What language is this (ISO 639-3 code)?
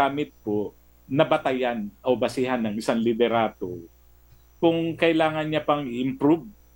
fil